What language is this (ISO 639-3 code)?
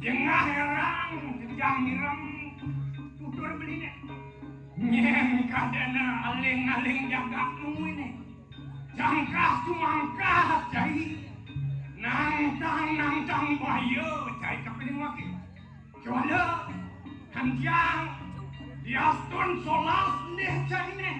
ban